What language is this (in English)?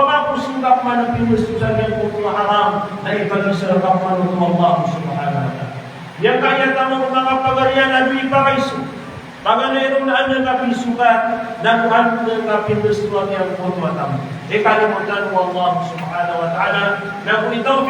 Maranao